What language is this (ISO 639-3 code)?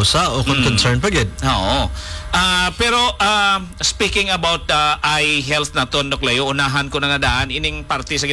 hil